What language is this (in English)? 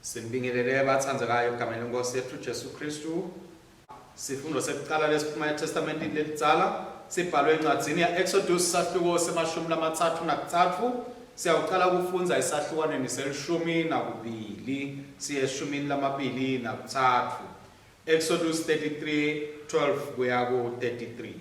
Swati